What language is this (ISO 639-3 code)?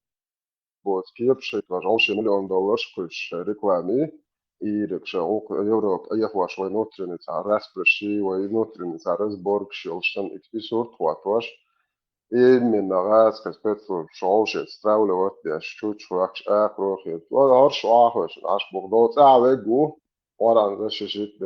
che